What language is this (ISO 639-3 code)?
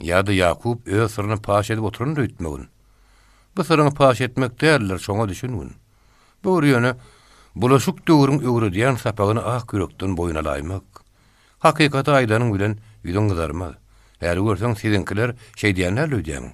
tuk